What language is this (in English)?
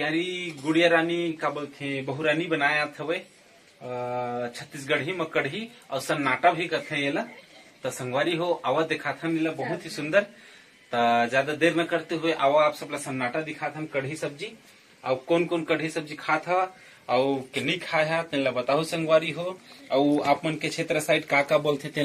Chhattisgarhi